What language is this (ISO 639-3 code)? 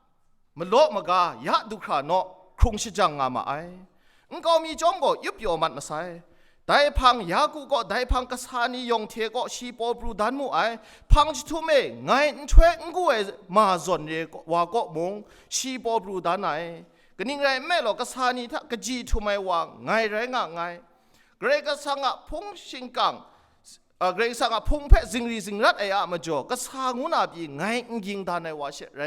kac